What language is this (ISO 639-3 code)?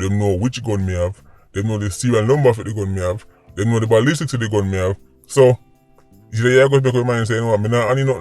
jam